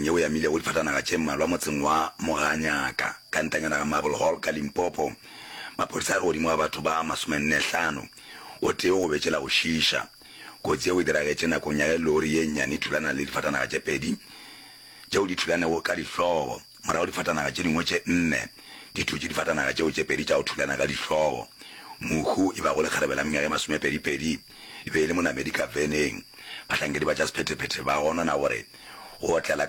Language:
Northern Sotho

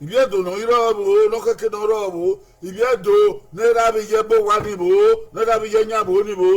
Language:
Bini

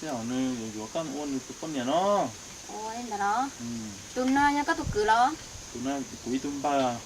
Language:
Hmong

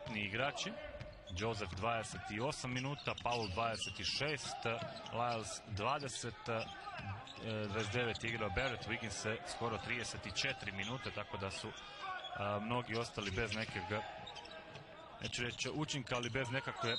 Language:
Croatian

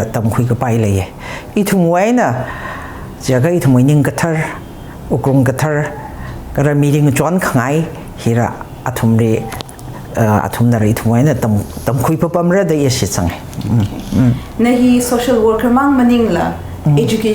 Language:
Tangkhul Naga (India)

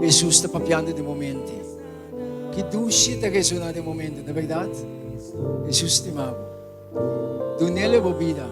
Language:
Papiamento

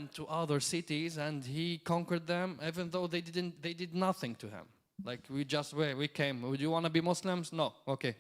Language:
English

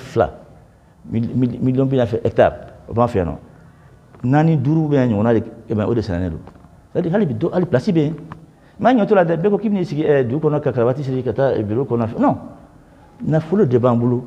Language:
Bambara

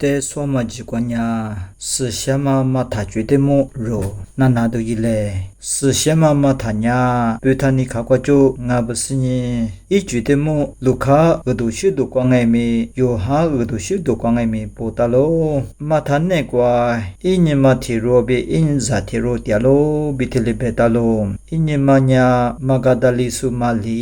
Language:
Lisu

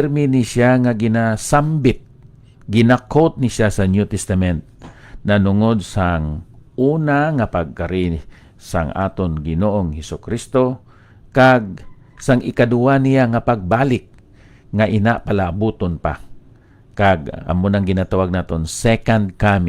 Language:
Hiligaynon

